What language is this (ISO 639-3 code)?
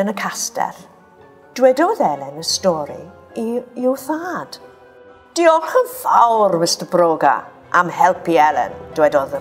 cym